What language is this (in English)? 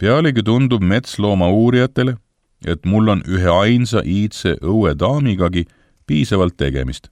Estonian